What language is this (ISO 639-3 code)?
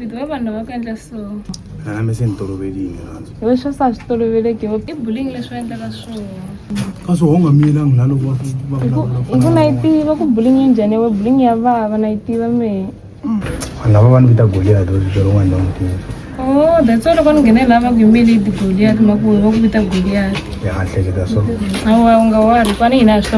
tso